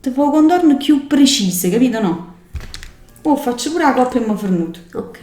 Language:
Neapolitan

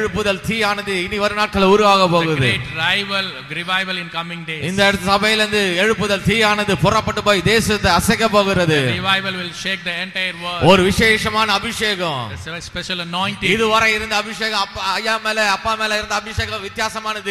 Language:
Tamil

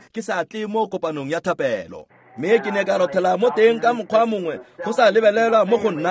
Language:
Tswana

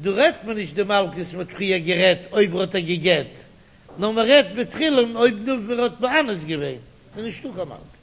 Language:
Yiddish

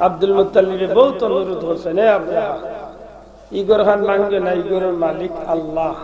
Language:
Sylheti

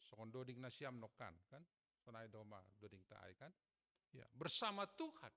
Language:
Batak Simalungun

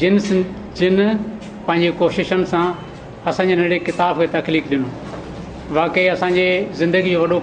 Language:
Sindhi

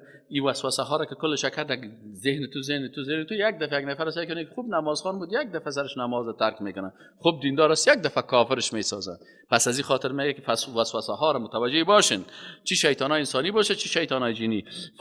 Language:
Persian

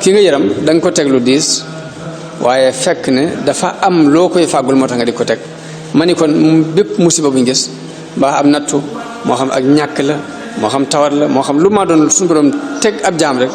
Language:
Wolof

